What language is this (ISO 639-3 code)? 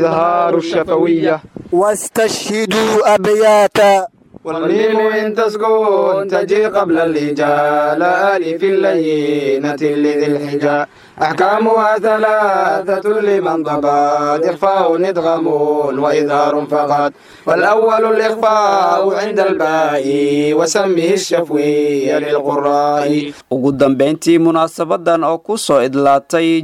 som